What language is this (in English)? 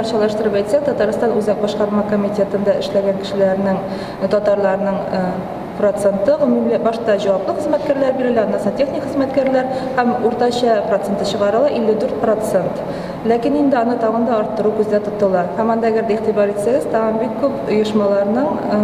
Tatar